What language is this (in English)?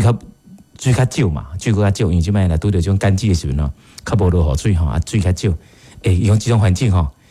Min Nan Chinese